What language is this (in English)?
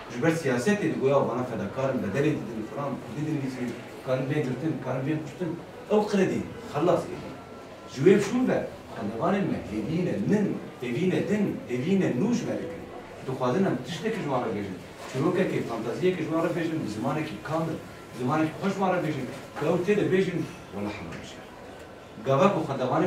Kurdish